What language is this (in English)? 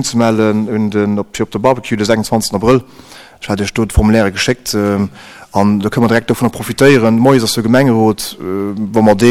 Luxembourgish